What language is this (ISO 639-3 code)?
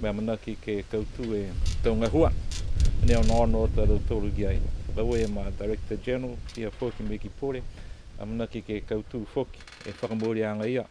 niu